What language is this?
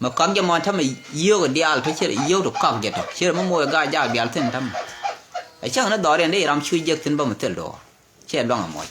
Nuer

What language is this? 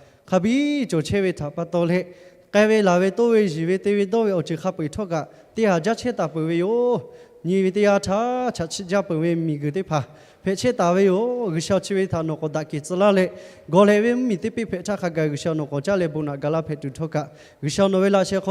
Lahu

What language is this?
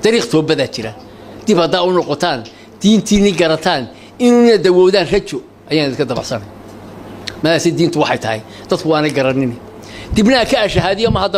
Somali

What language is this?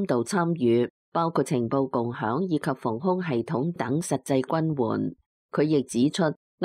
Cantonese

